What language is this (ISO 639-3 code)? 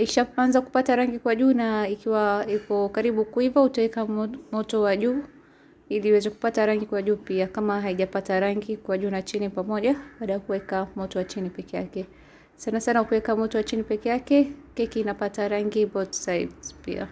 swa